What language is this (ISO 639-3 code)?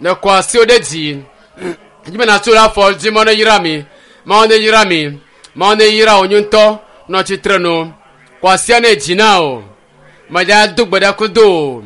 ewe